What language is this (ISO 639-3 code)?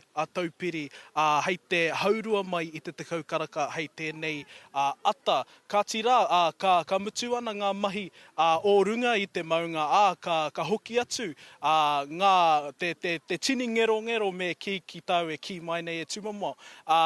mri